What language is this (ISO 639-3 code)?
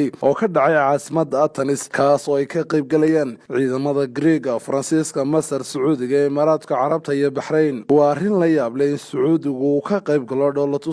som